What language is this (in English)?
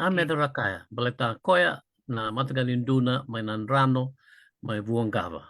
Fijian